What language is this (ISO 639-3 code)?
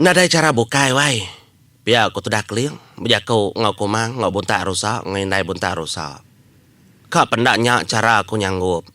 iba